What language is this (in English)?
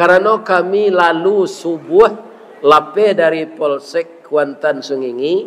Minangkabau